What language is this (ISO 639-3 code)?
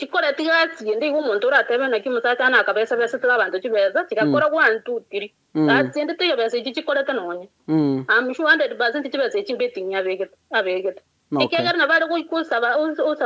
guz